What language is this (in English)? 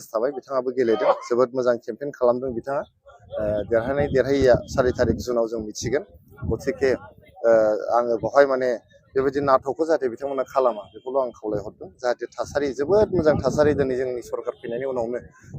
Bodo